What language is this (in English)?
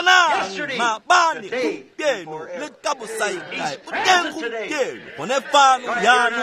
Tswana